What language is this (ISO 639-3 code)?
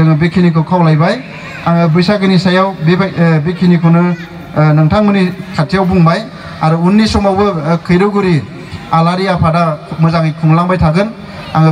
brx